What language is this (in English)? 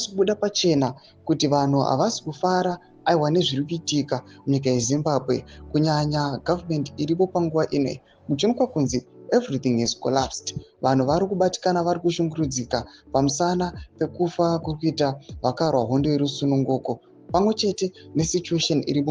Shona